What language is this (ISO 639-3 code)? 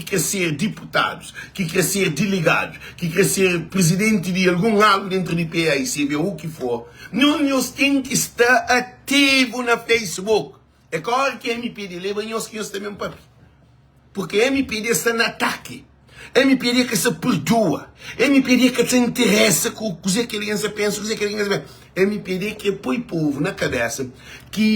kea